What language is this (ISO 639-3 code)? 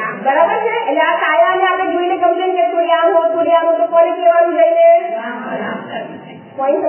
guj